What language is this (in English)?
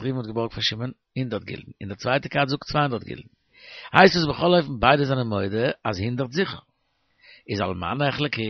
Yiddish